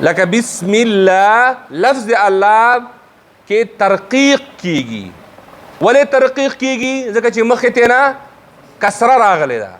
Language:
Pashto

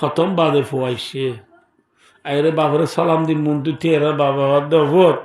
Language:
Rohingya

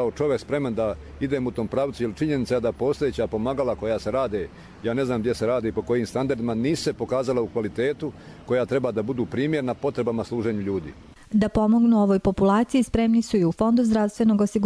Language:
Croatian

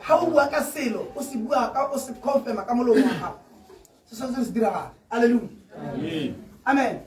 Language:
Tswana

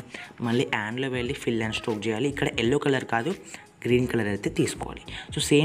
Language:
Telugu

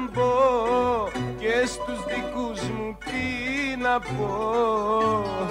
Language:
Greek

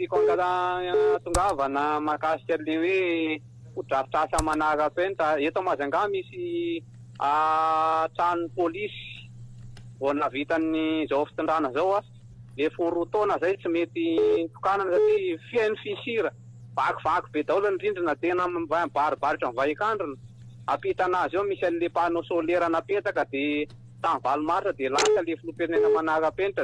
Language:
Malagasy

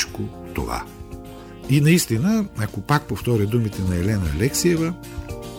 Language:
Bulgarian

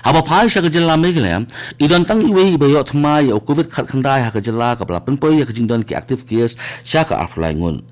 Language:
Khasi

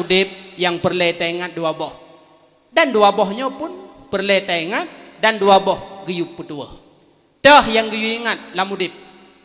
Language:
Achinese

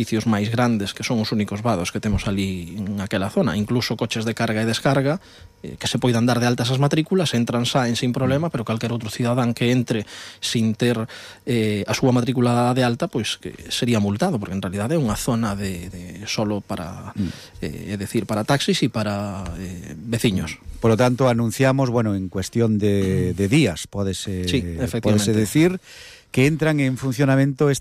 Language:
Galician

